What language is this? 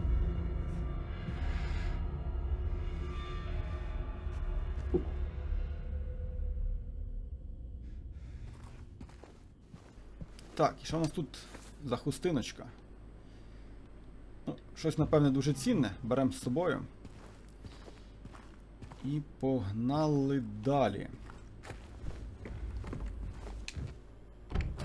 Ukrainian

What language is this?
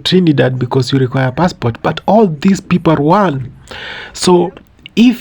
Jamaican Creole English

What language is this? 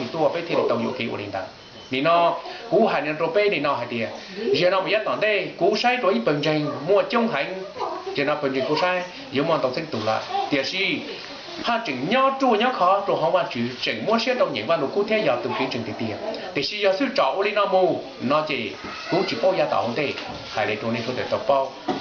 Hmong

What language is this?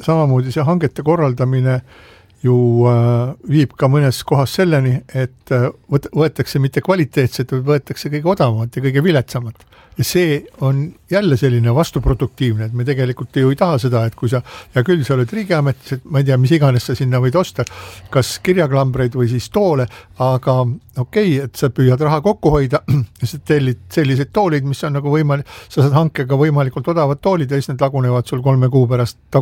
Estonian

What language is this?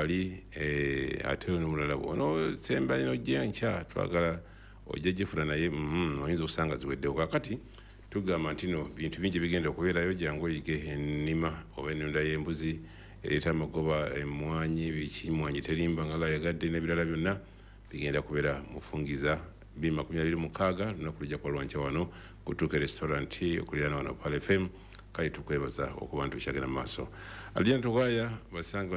Ganda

